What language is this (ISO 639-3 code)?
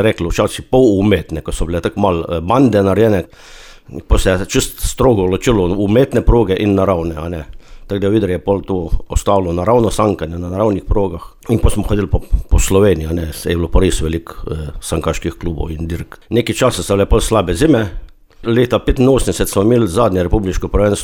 slv